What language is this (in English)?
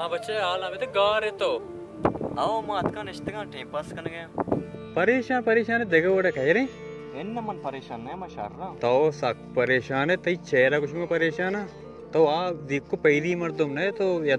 Baluchi